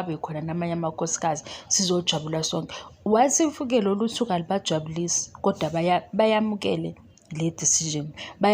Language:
Zulu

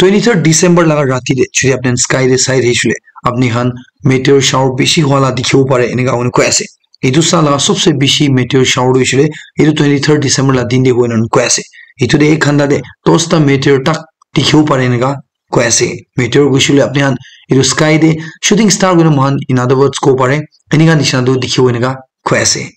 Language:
Naga Pidgin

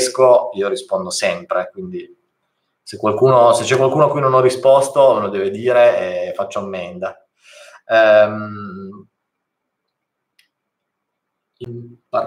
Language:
Italian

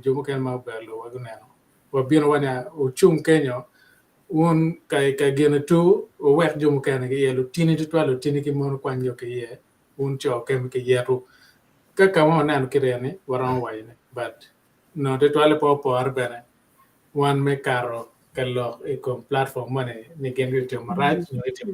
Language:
Acoli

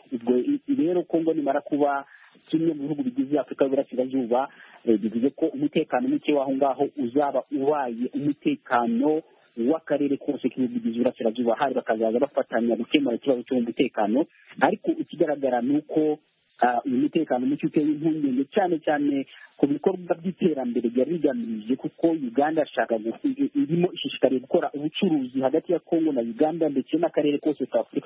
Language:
Kinyarwanda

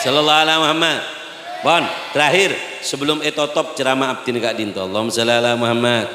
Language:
Madurese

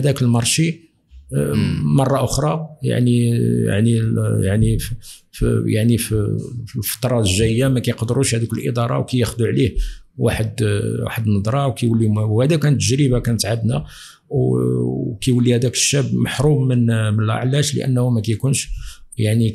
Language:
Moroccan Arabic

